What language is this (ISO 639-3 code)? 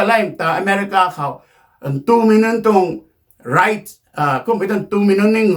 nbu